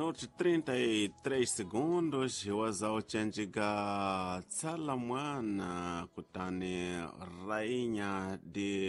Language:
Tsonga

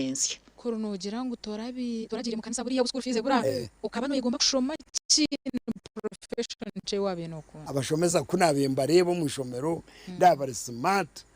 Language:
Nyankole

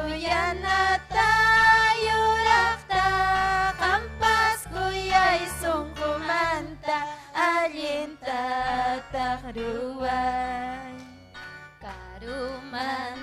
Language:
Ayacucho Quechua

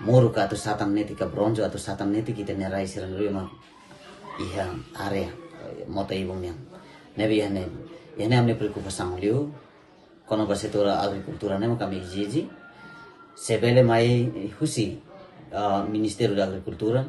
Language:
Tetum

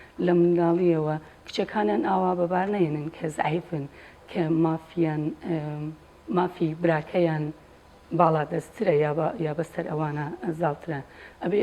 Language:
Central Kurdish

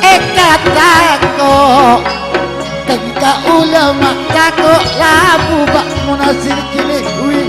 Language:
Madurese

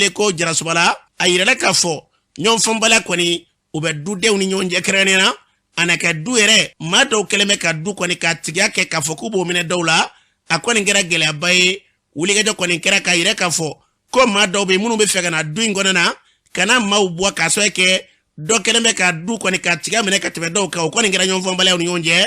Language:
Bambara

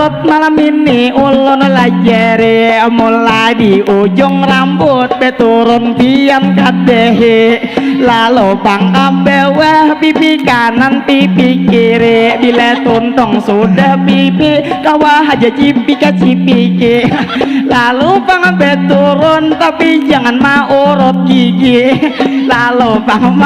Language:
Banjar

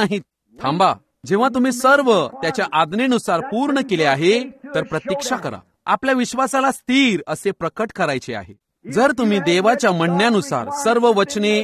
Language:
Marathi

